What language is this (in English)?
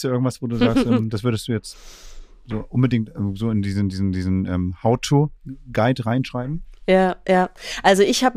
German